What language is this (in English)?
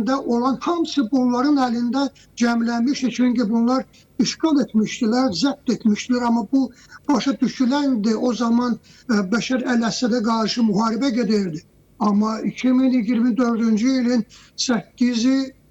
Azerbaijani